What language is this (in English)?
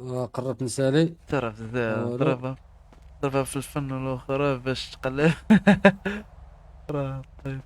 Moroccan Arabic